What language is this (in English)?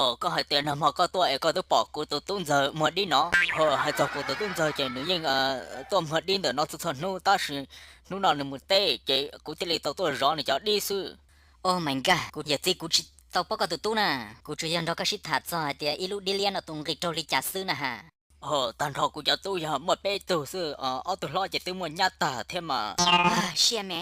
Hmong